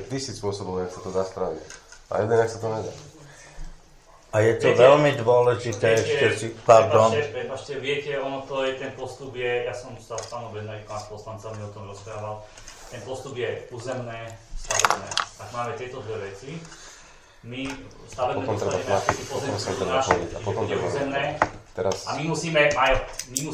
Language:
Slovak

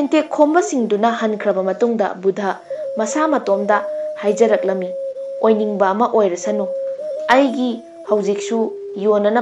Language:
Manipuri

